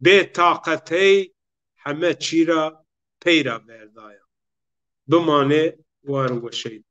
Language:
Zaza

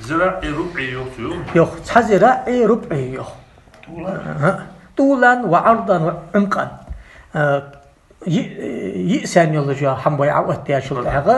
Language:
Ingush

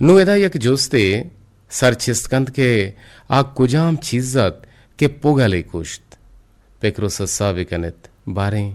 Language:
Eastern Balochi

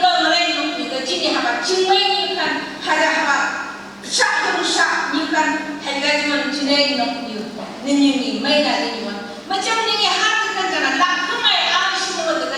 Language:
Phom Naga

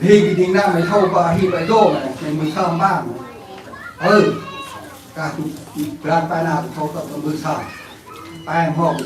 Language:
Central Mnong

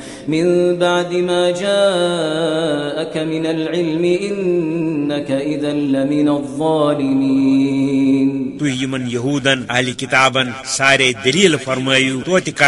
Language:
Kashmiri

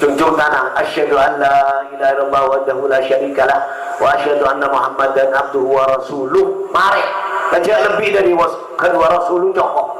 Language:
Madurese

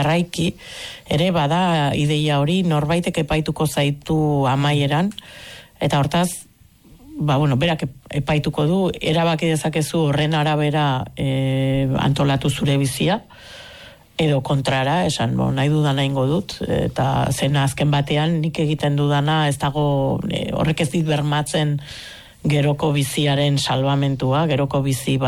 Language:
Basque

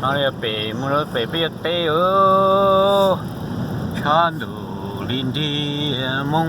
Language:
Hmong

